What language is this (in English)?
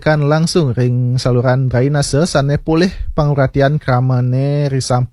Balinese